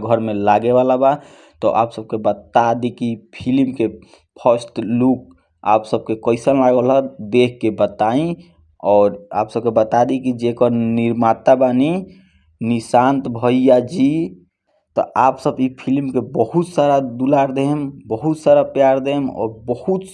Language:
Bhojpuri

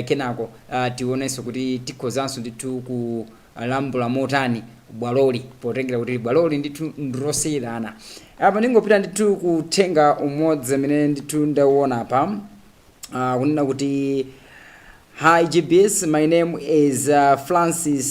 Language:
Nyanja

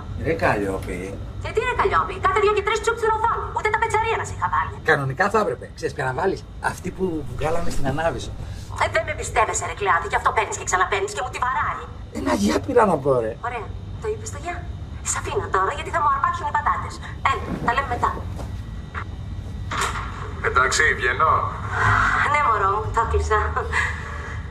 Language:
Greek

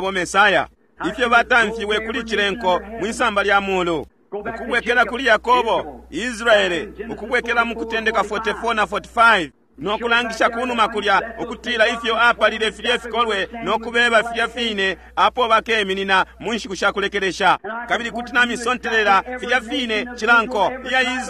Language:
Bemba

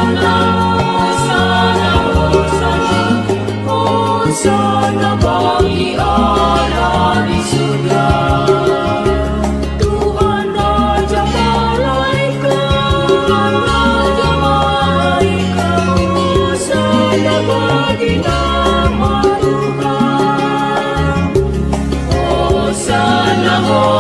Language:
Indonesian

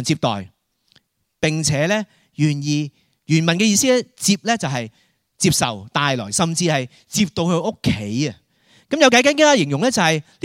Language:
Cantonese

